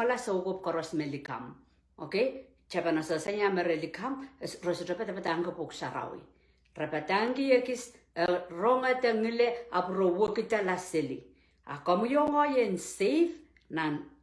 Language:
Pohnpeian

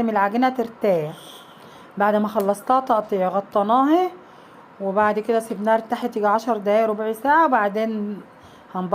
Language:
Egyptian Arabic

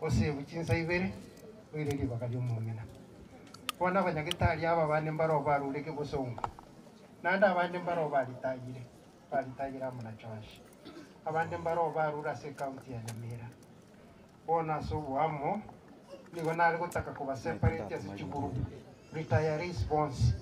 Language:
Gusii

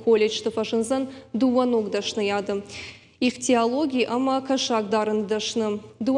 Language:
Ossetic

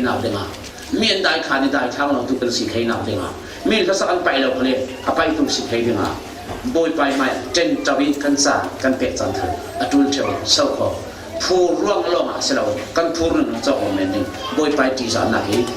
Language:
Falam Chin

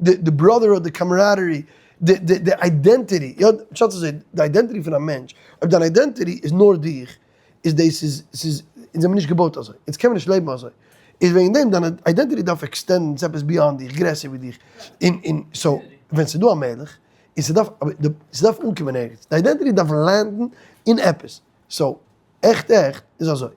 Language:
Yiddish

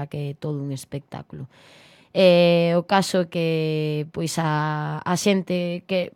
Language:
Galician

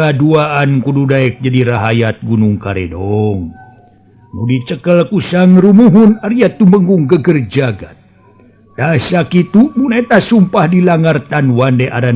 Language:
Sundanese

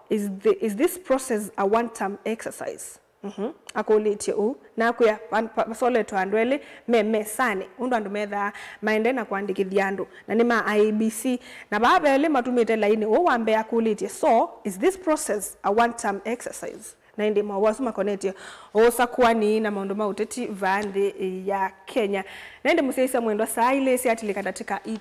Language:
Kamba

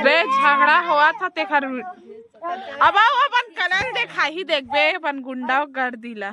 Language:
Chhattisgarhi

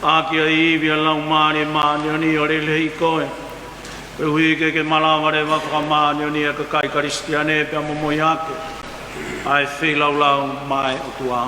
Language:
Tongan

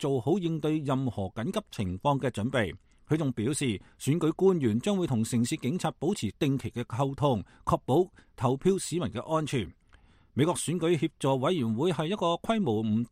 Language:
Cantonese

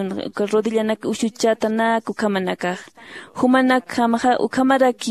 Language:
Aymara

